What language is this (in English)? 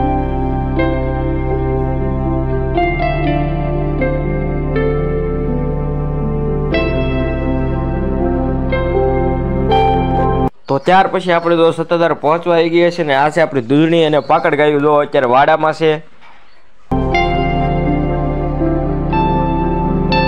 Gujarati